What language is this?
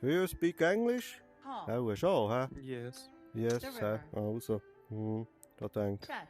Swiss German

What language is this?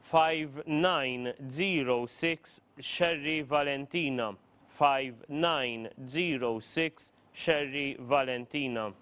English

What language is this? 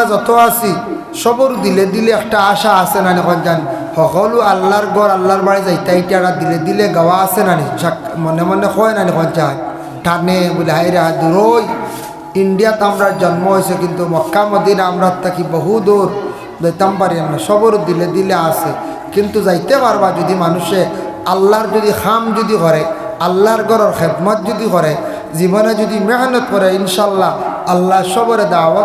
Sylheti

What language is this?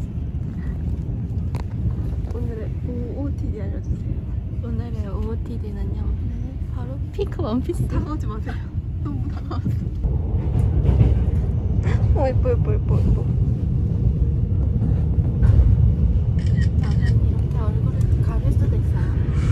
Korean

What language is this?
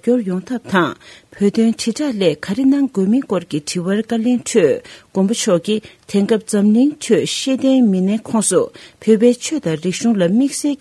Tibetan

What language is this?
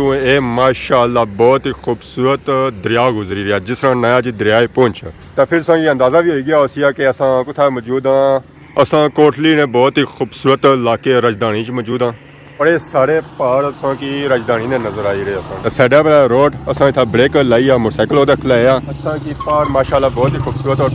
Pahari-Potwari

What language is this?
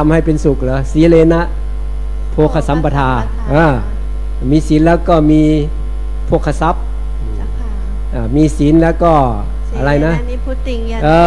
Thai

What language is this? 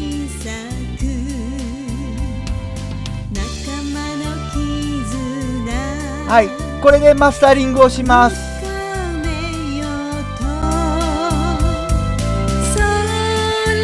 Japanese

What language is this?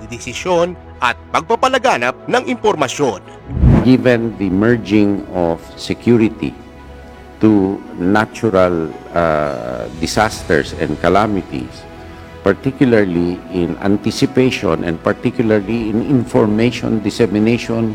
Filipino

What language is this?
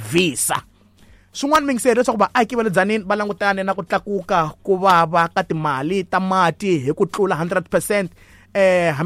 Tsonga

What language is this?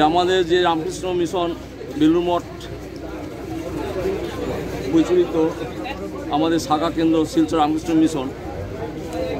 Bangla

